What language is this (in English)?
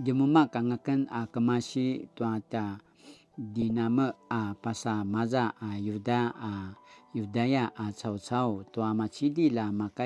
Paiwan